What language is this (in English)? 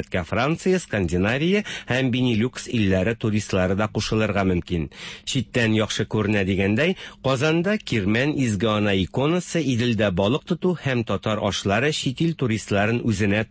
Tatar